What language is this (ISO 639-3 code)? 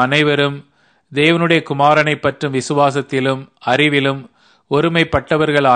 tam